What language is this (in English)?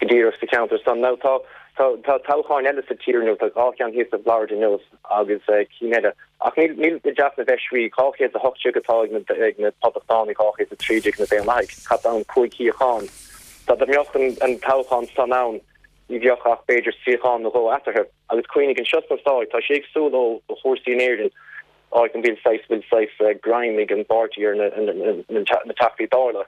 Irish